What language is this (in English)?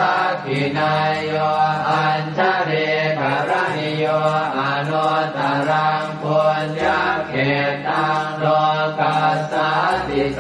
Pali